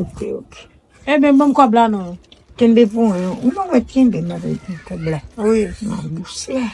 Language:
Haitian Creole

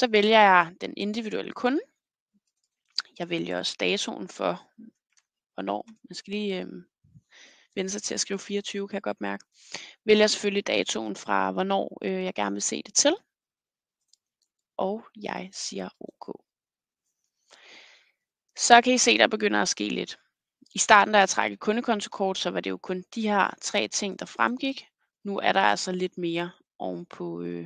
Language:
Danish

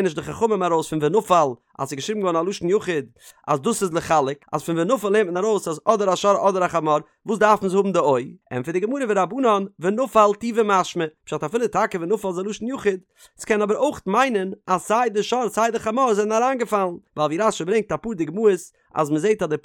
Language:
Yiddish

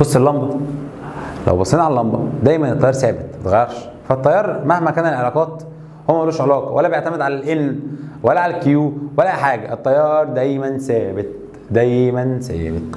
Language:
Egyptian Arabic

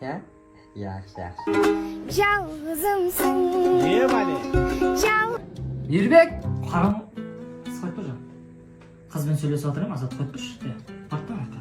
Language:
Kara-Kalpak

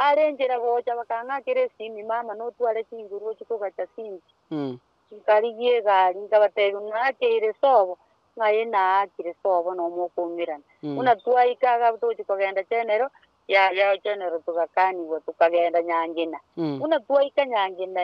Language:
Gusii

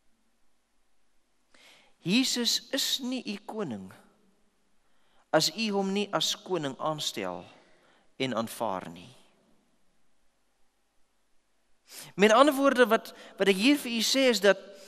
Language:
Afrikaans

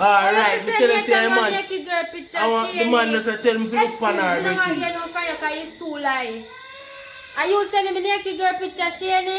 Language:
Jamaican Creole English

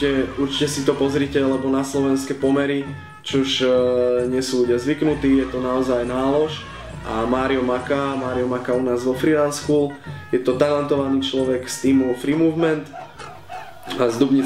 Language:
Slovak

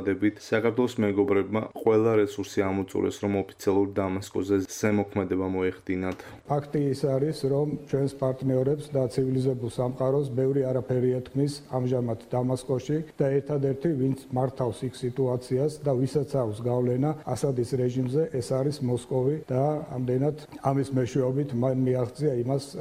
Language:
Georgian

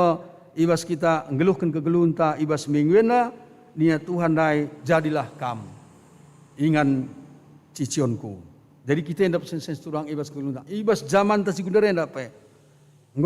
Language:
Batak Karo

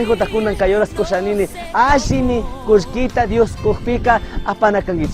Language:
Chimborazo Highland Quichua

